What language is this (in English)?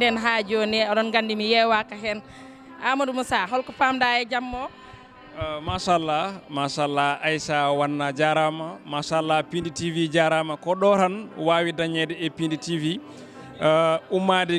Fula